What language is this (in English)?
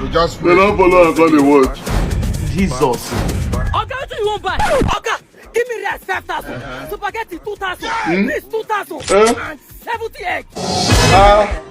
Nigerian Pidgin